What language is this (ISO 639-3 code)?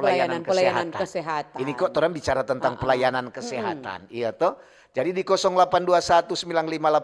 xmm